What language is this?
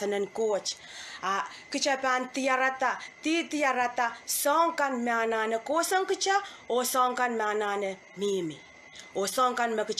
Pohnpeian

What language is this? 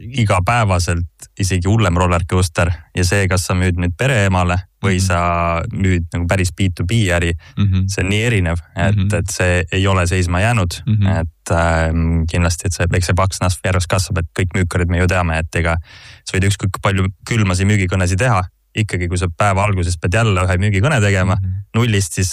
Estonian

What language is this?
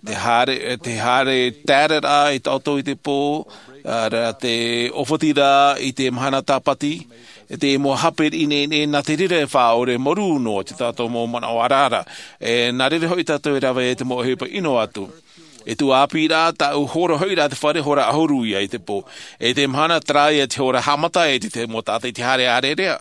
Tahitian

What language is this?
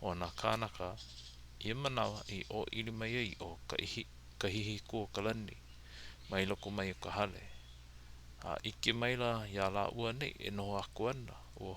Hawaiian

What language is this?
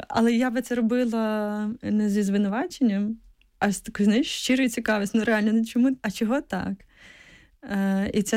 Ukrainian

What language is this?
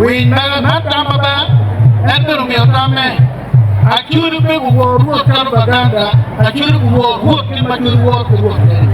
Acoli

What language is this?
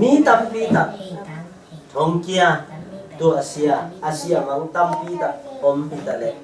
Tedim Chin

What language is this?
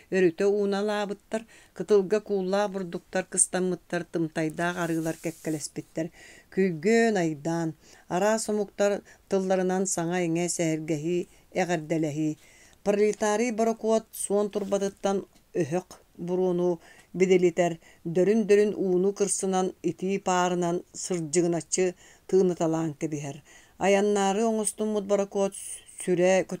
Yakut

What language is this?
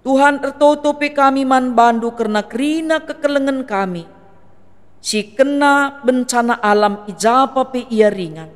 Batak Karo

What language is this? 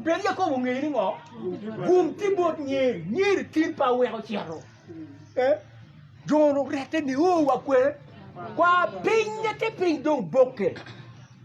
Acoli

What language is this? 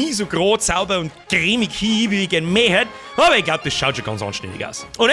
Bavarian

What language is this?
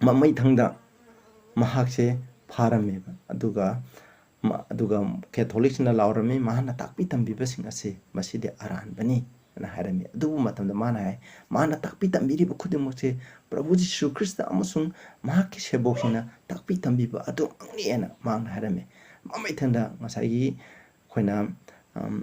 Manipuri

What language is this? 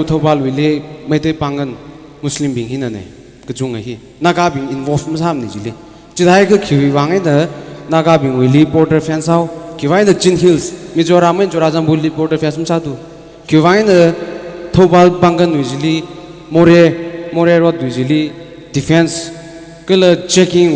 Tangkhul Naga (India)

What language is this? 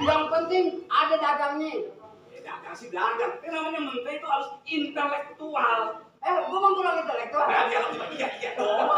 Betawi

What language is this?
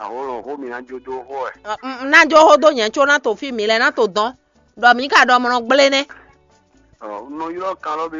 Fon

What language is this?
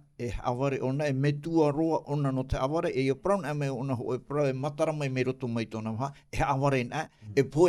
Tahitian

